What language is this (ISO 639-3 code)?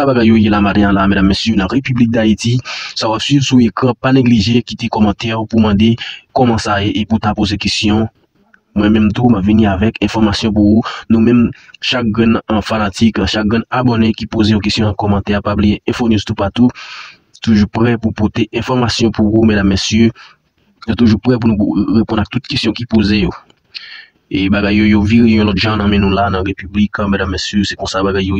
hat